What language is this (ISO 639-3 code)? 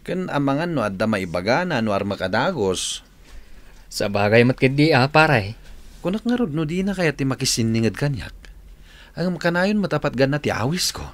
ilo